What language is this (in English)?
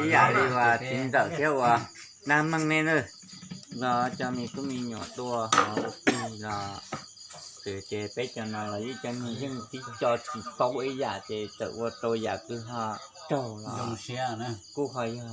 Hmong